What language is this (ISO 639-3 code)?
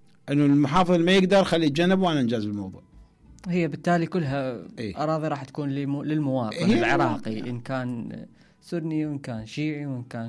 acm